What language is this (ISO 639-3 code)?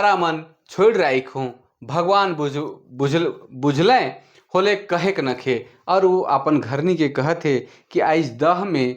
sck